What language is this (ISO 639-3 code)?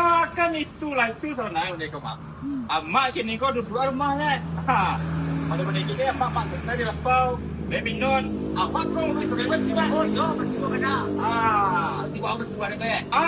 min